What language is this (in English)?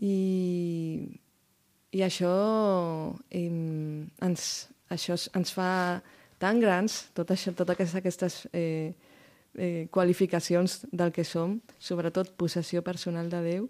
Catalan